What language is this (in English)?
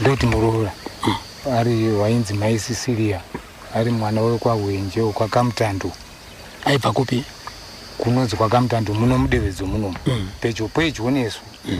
Shona